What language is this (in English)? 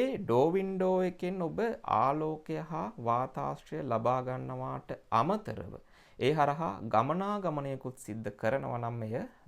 Sinhala